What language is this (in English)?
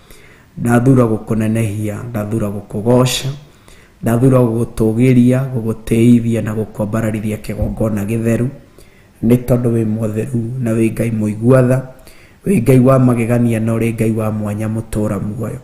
Kikuyu